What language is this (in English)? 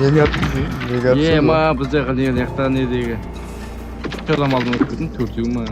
Kara-Kalpak